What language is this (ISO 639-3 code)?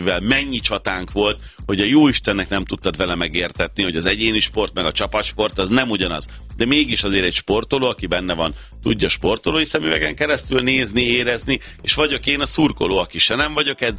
hun